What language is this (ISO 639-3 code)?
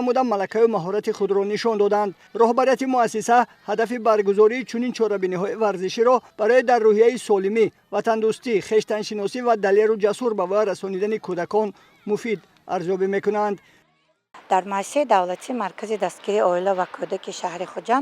tgk